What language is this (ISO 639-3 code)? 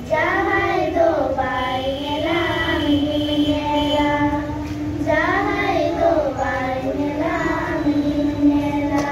sat